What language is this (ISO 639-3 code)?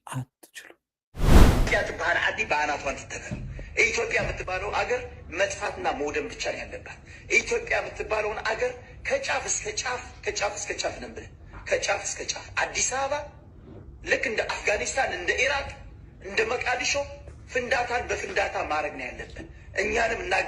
amh